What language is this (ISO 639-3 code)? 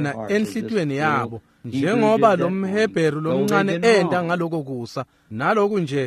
ssw